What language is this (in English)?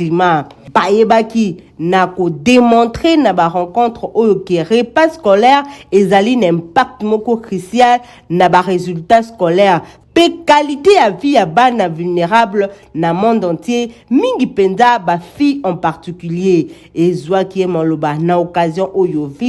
Lingala